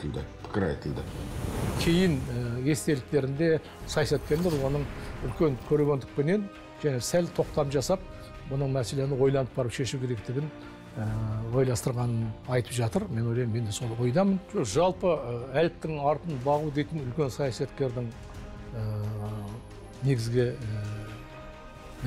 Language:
Kazakh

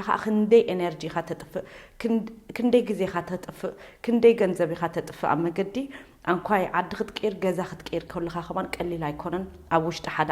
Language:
Tigrinya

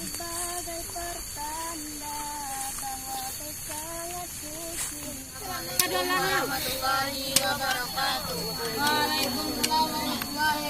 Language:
Minangkabau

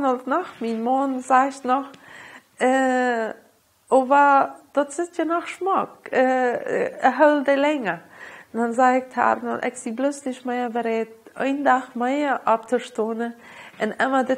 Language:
Plautdietsch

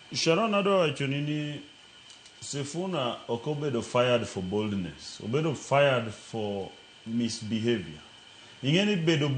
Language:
Luo (Kenya and Tanzania)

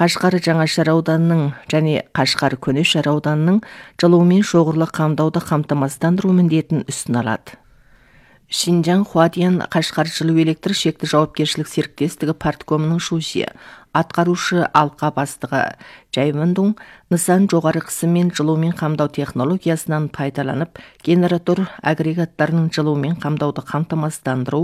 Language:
Kazakh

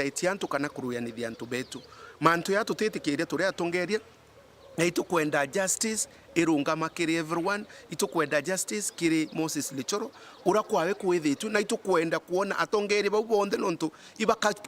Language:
Meru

